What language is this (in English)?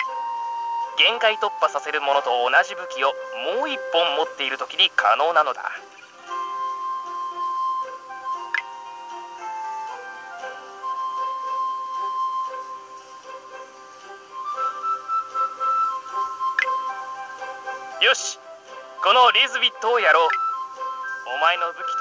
Japanese